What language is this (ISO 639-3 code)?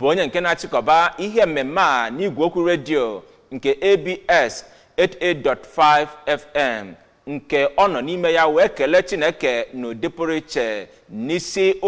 ibo